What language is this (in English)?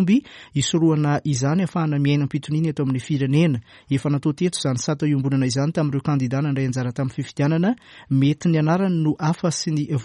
Malagasy